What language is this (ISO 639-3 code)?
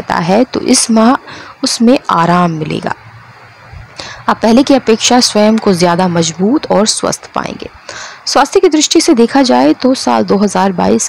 hin